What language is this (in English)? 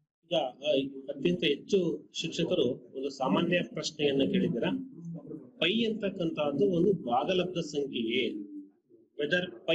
Kannada